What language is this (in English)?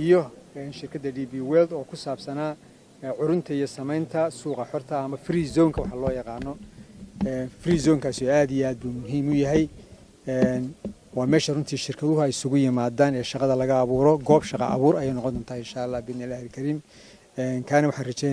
Somali